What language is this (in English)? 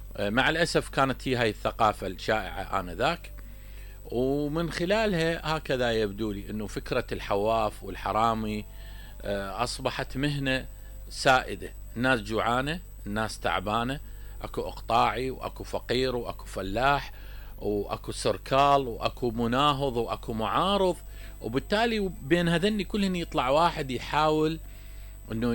Mesopotamian Arabic